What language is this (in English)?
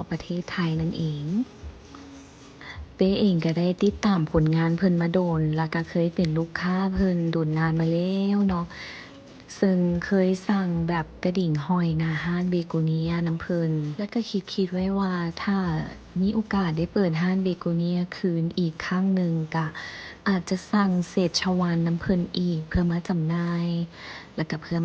Lao